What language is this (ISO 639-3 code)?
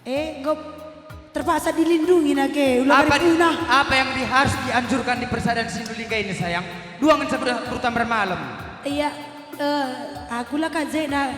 btx